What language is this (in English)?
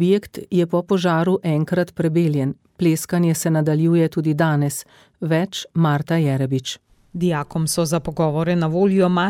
Slovenian